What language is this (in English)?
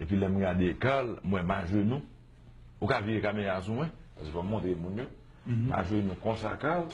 Haitian Creole